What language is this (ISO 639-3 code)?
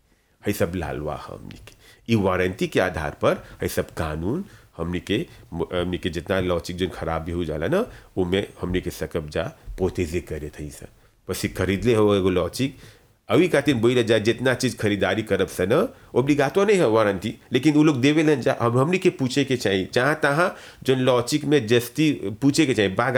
bho